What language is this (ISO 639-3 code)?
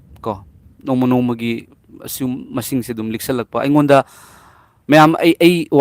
mni